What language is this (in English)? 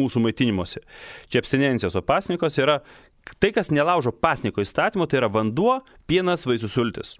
Lithuanian